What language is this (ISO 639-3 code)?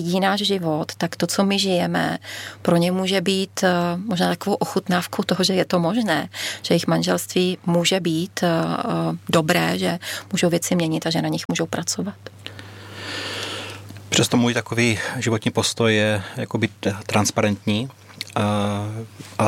ces